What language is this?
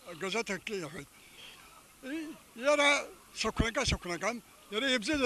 Abkhazian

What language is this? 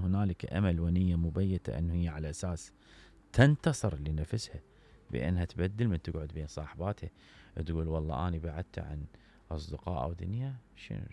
Mesopotamian Arabic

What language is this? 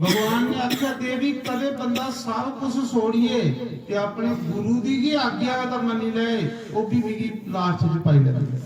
Dogri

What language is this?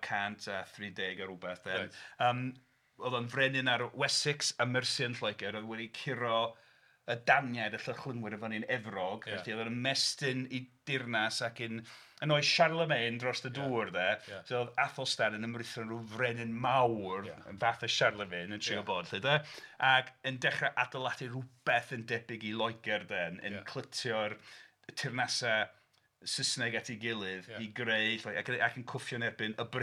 Welsh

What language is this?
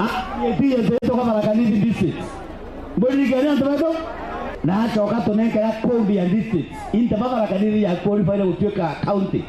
Meru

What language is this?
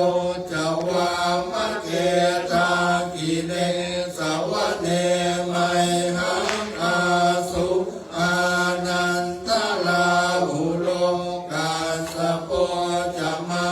Pali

